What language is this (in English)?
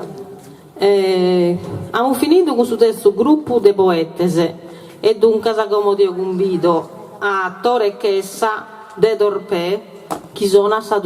Sardinian